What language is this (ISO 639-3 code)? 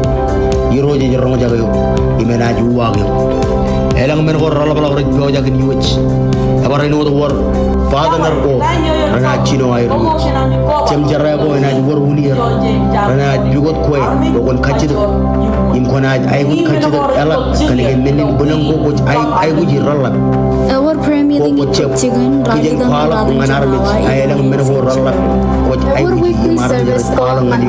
mah